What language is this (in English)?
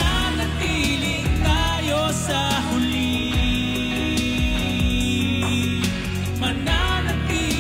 Filipino